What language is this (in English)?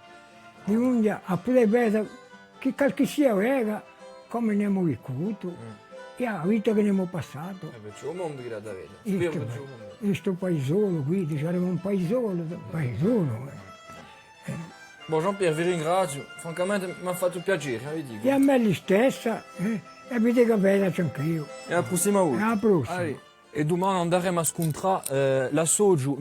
Corsican